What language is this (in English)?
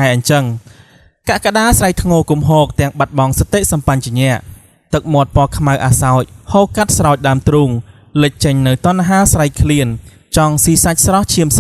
Khmer